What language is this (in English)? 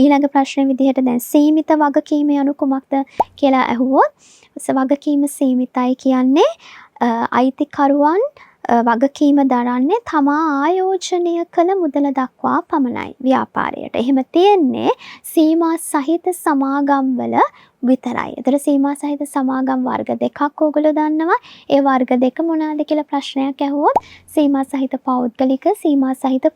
Sinhala